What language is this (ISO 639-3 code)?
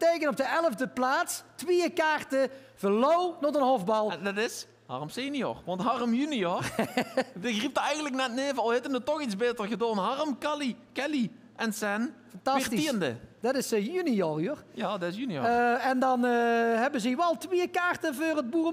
lim